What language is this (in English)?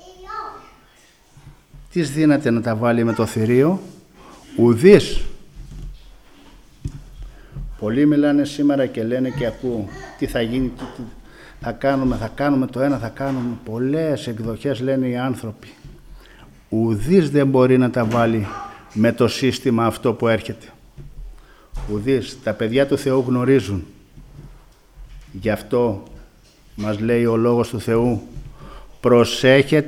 Greek